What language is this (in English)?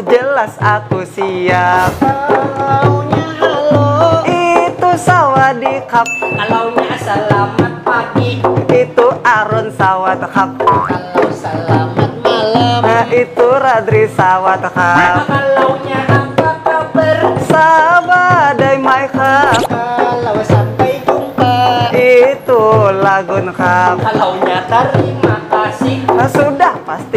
Banjar